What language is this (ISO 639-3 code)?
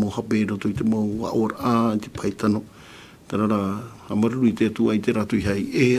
tah